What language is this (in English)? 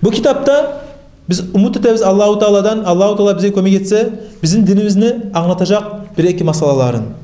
Kumyk